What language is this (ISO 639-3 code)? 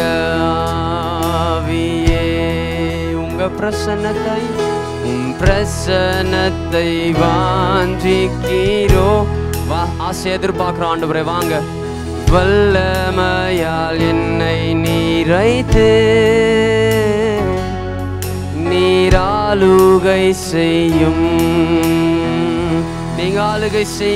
tam